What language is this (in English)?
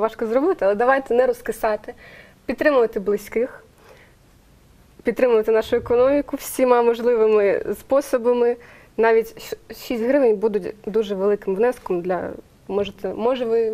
Ukrainian